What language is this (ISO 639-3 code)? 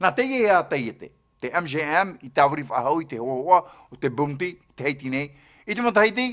tah